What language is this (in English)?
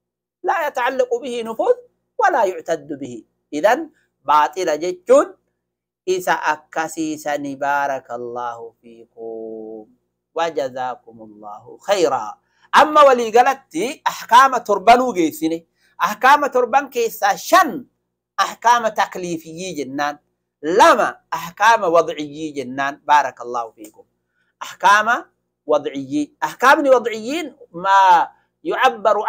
Oromo